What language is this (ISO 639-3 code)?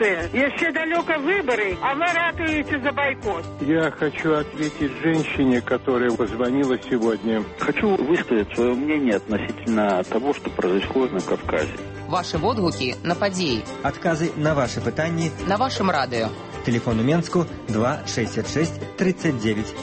bel